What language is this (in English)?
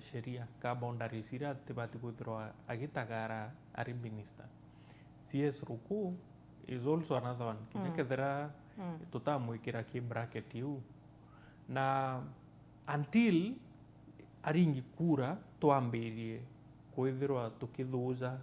Meru